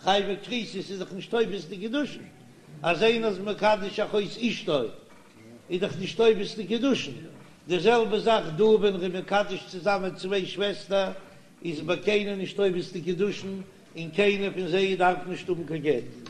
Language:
Yiddish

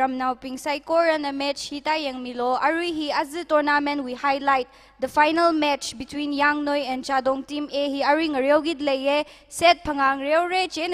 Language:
Tangkhul Naga (India)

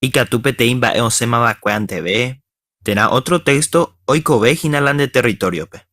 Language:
Guarani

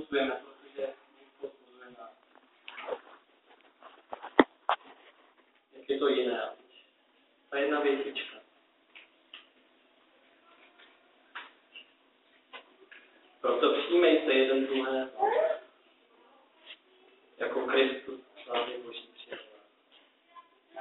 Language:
Czech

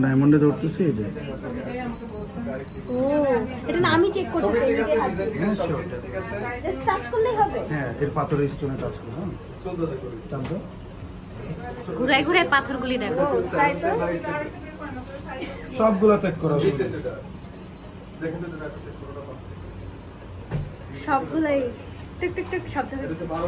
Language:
Bangla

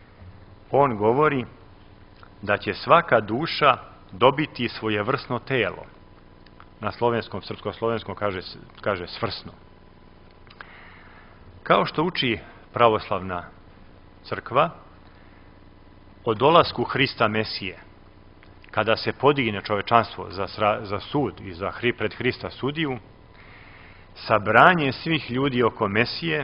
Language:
Serbian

